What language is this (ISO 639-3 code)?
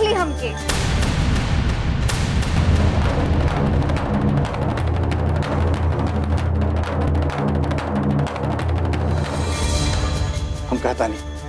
bho